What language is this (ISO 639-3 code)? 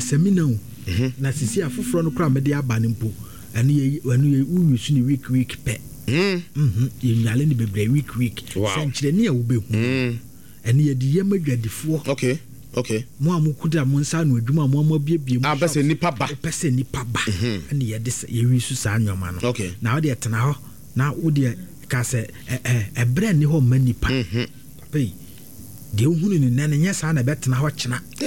aka